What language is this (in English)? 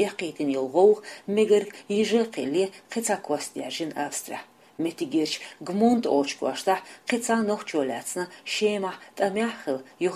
Chechen